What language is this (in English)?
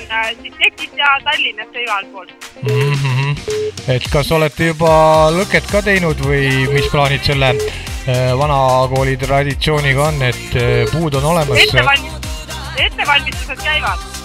Estonian